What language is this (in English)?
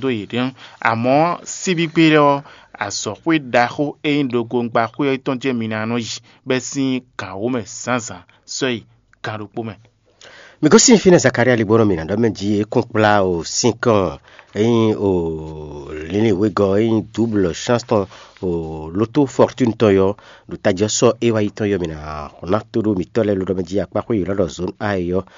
Fon